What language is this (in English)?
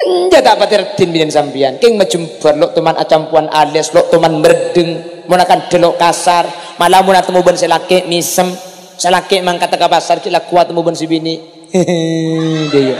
Madurese